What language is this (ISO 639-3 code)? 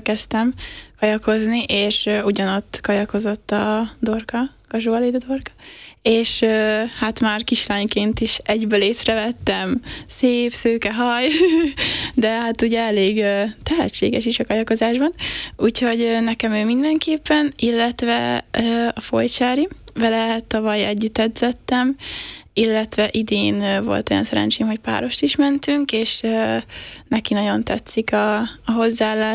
hun